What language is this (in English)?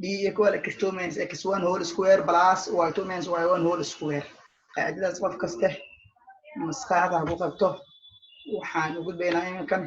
Somali